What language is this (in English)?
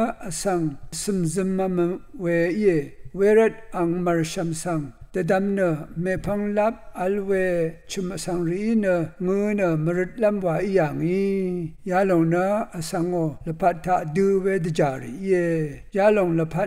Rawang